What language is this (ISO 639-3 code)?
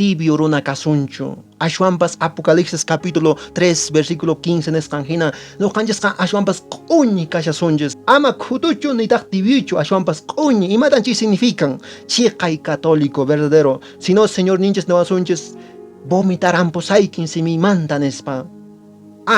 que